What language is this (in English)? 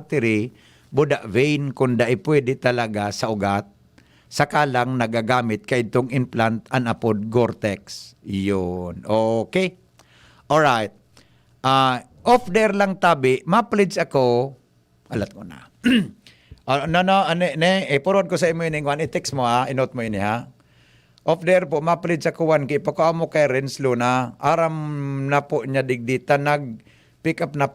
Bikol